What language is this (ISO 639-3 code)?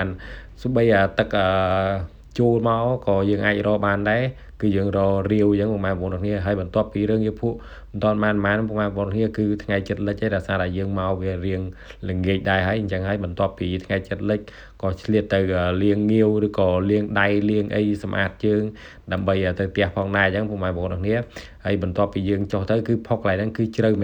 khm